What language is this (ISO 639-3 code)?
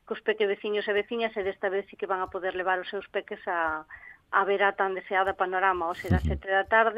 glg